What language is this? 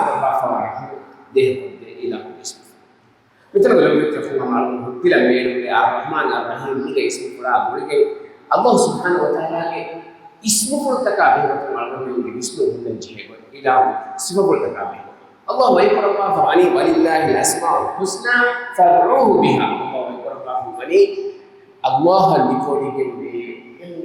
Divehi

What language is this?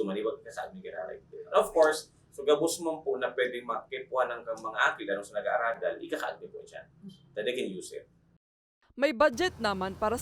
Bikol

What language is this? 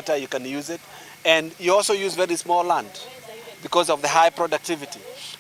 Meru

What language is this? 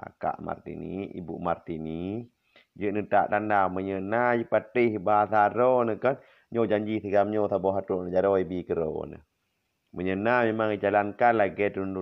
Achinese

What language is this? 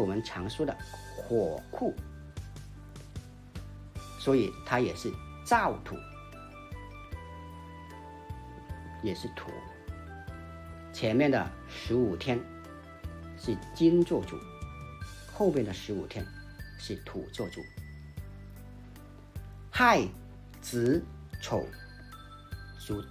Chinese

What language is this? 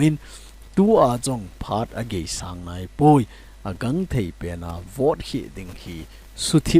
Thado Chin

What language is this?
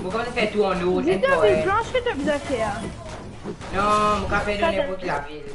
Morisyen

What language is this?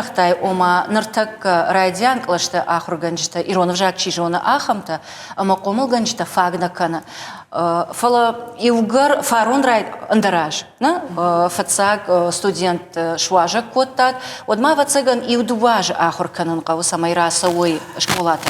Ossetic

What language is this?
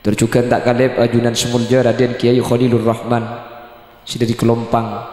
Madurese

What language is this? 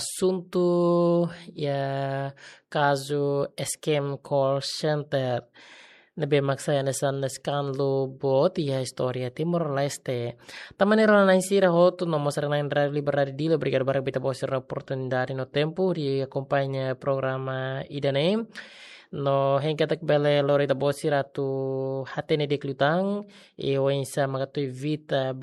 Tetum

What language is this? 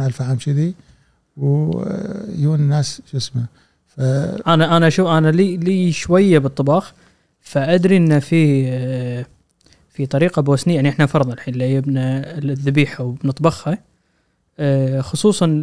Gulf Arabic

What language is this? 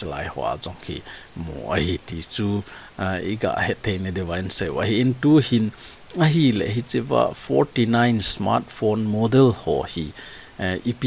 Thado Chin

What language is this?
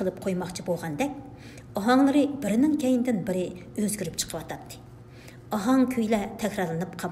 Uyghur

